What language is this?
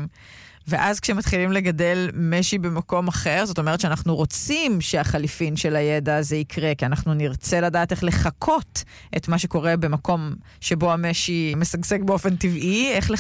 Hebrew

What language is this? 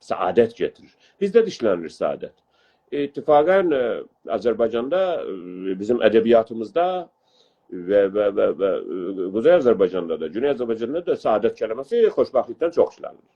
South Azerbaijani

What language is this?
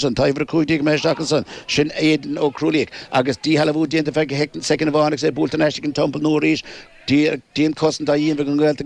Irish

